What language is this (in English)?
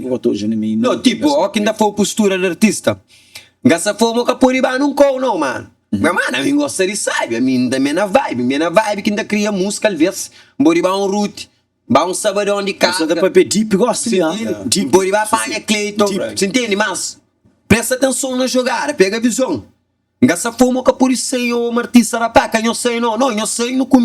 Kabuverdianu